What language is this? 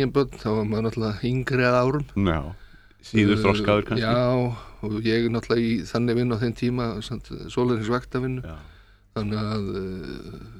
Icelandic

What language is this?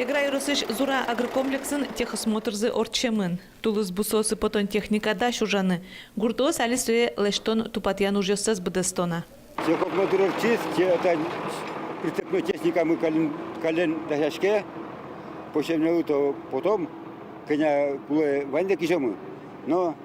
Udmurt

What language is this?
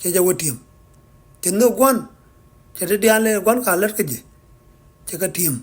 Nuer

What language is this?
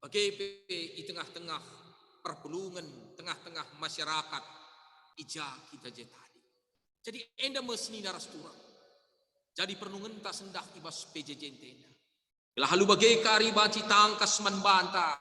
Batak Karo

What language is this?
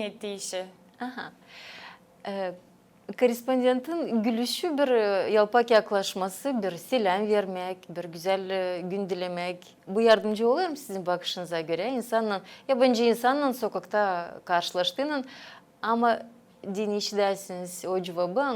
Gagauz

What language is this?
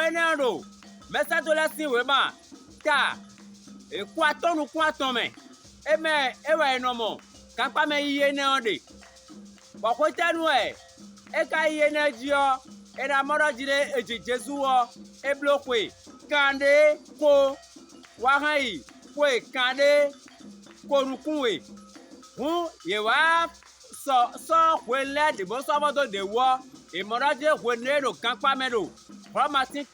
Fon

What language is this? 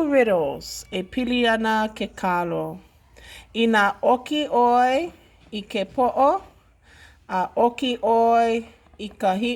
Hawaiian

